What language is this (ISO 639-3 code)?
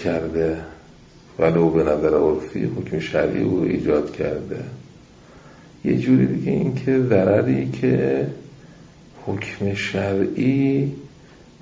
fas